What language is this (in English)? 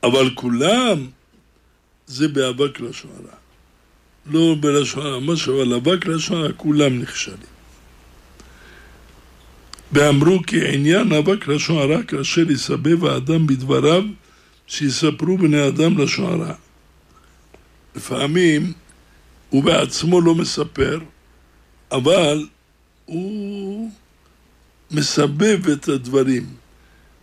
Hebrew